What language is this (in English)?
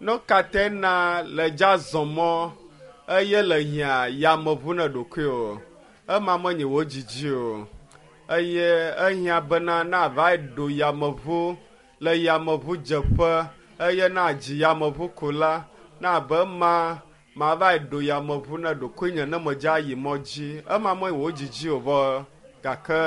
Ewe